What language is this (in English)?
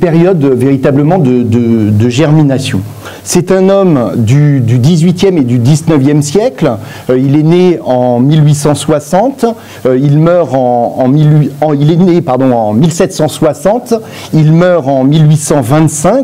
French